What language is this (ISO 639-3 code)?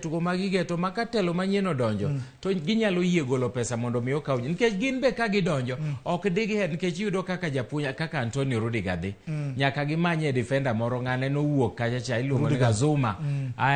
luo